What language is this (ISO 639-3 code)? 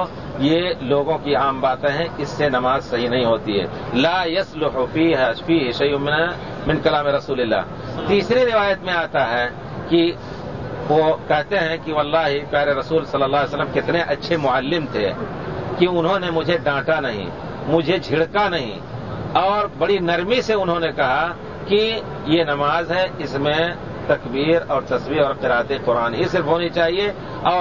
urd